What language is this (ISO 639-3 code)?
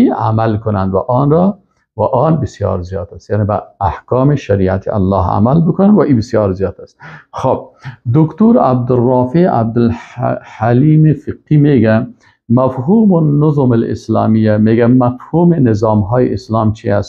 fas